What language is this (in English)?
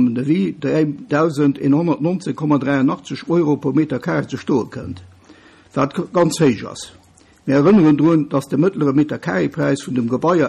Luxembourgish